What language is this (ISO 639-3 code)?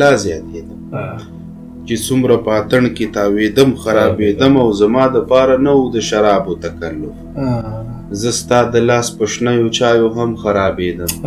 pus